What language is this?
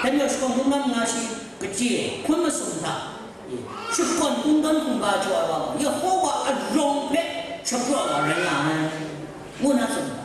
Kachin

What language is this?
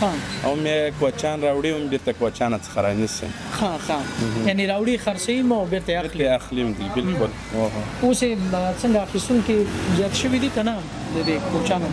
Pashto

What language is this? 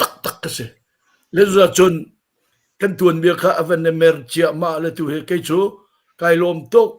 Hakha Chin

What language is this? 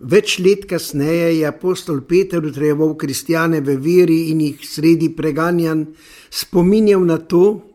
Slovenian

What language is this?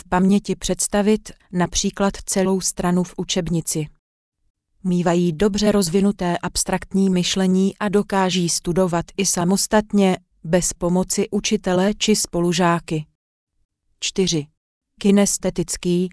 Czech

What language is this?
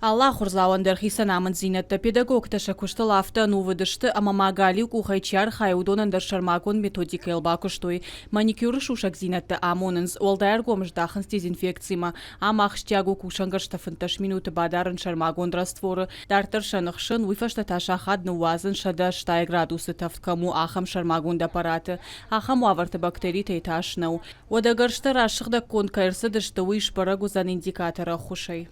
Ossetic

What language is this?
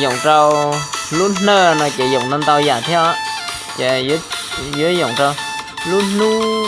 Hmong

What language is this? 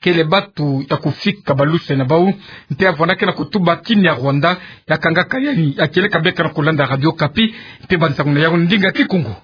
Kituba (Democratic Republic of Congo)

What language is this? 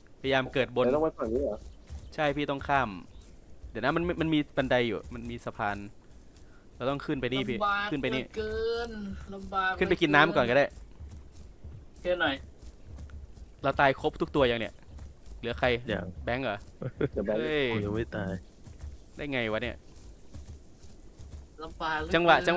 Thai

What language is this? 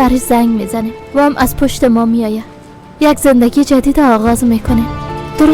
Persian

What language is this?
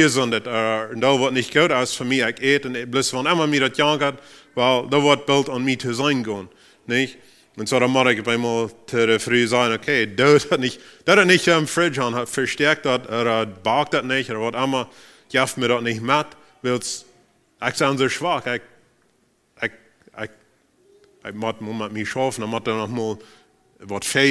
Plautdietsch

